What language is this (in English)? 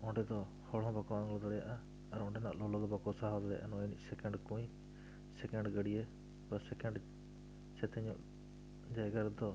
Santali